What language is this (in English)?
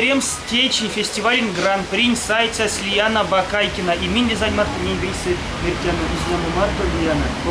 Erzya